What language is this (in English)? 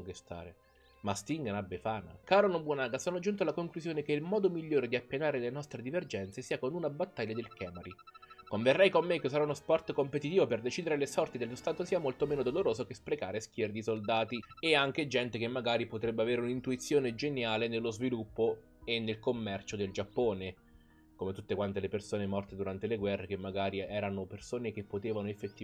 Italian